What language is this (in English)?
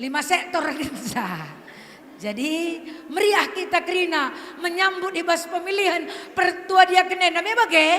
Batak Karo